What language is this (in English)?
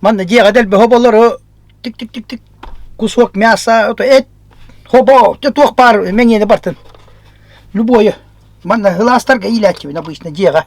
Yakut